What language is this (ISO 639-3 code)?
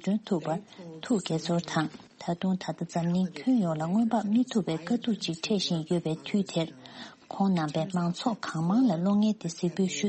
bod